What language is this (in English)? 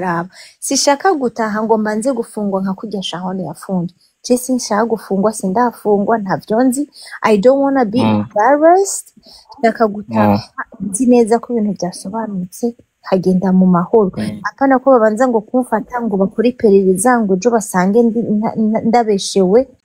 Rundi